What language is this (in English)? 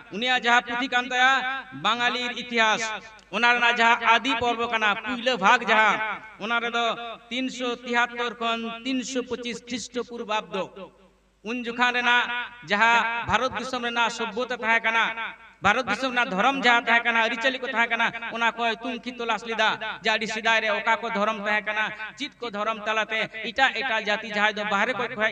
Santali